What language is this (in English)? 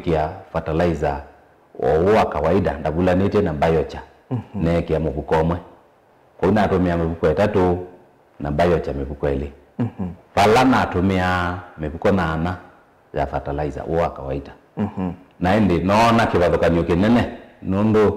Kamba